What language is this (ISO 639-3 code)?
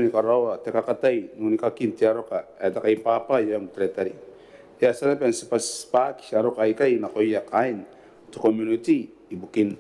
gil